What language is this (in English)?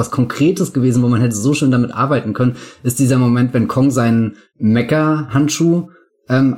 German